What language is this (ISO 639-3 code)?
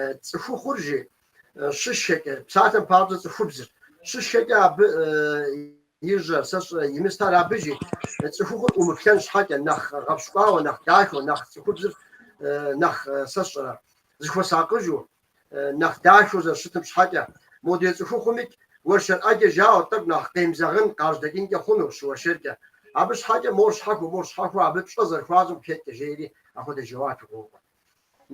kbd